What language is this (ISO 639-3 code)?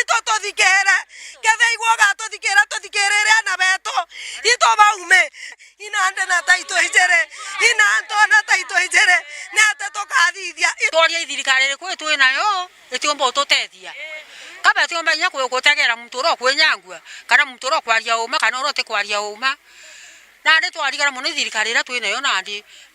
mer